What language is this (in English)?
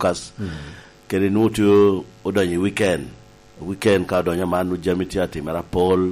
Lango (Uganda)